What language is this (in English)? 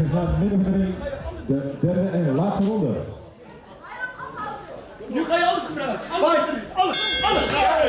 Dutch